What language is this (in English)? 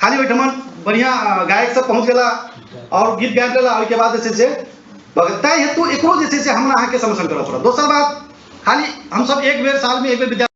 Maithili